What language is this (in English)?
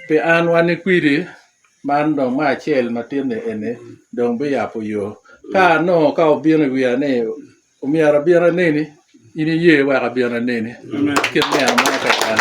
Lango (Uganda)